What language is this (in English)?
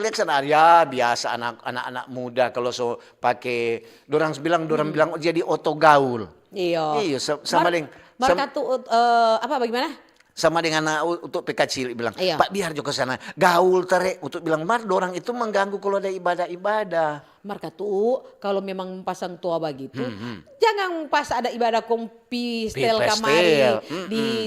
Manado Malay